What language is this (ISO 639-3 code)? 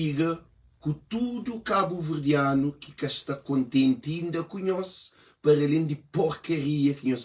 kea